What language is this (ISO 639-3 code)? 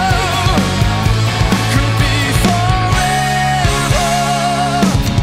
isl